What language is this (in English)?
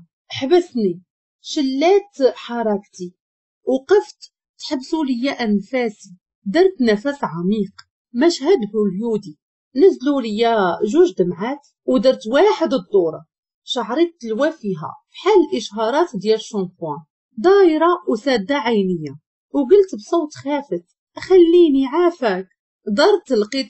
Moroccan Arabic